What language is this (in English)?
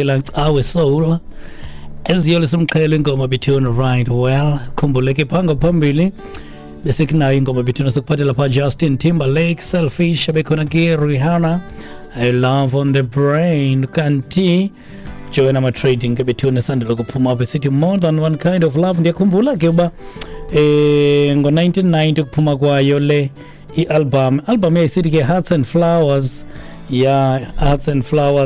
Xhosa